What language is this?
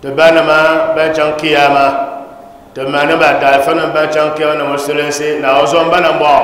Dagbani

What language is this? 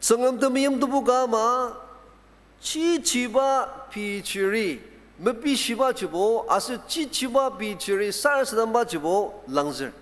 Ao Naga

